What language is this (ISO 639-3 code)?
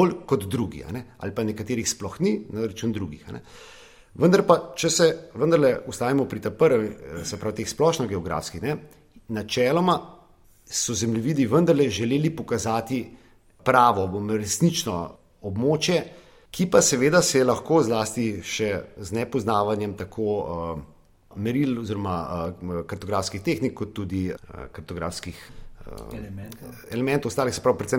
slv